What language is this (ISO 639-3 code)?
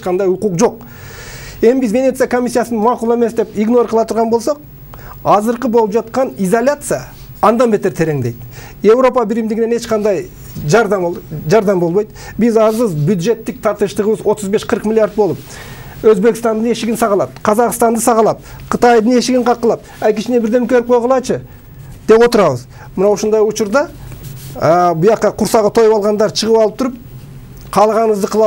kir